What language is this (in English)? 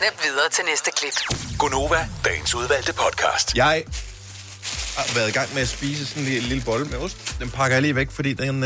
Danish